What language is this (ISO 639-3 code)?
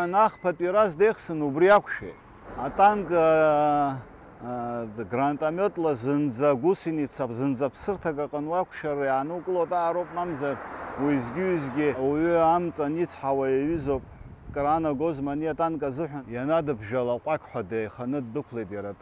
abk